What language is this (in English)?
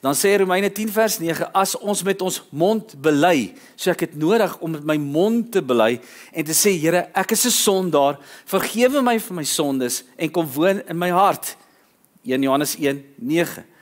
Afrikaans